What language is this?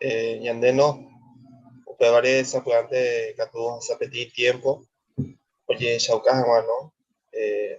Guarani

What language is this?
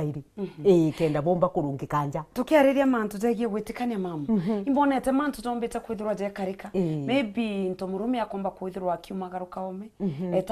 Meru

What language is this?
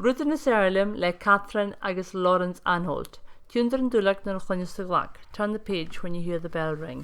Scottish Gaelic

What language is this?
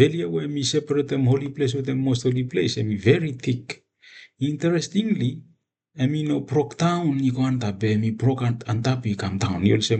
Bislama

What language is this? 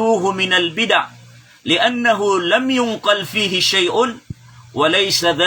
Maranao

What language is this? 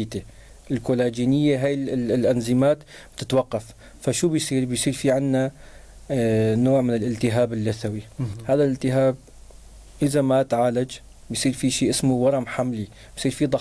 North Levantine Arabic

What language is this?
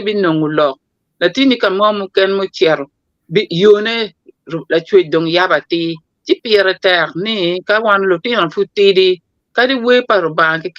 Acoli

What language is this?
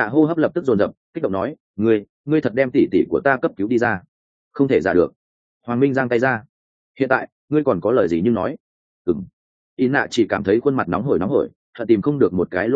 Vietnamese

